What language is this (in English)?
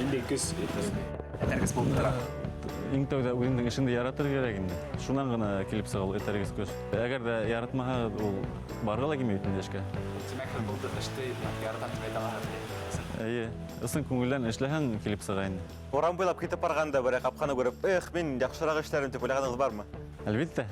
Bashkir